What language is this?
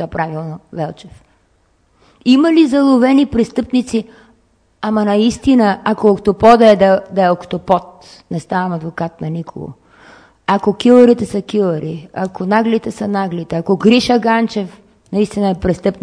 Bulgarian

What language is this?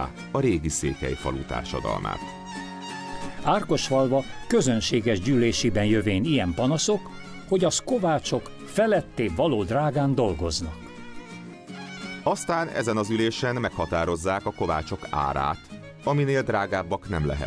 Hungarian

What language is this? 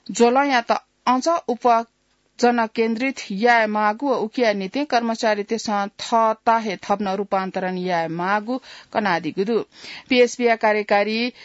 Newari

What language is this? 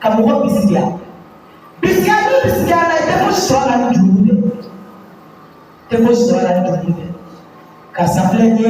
Bambara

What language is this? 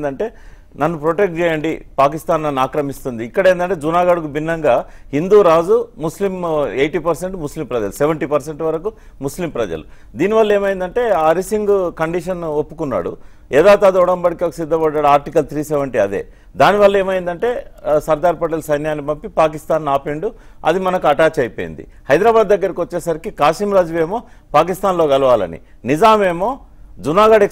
Telugu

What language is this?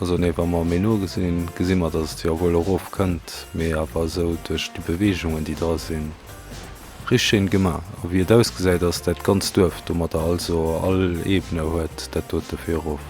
Luxembourgish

